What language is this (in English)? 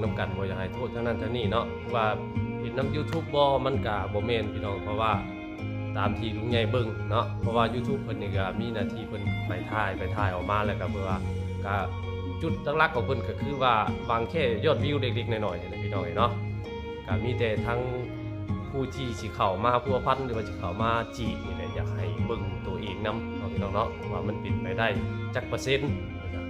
Northeastern Thai